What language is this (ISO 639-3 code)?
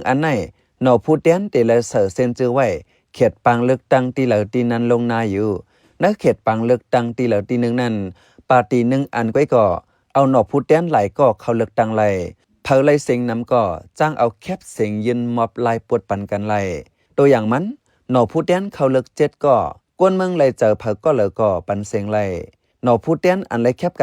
shn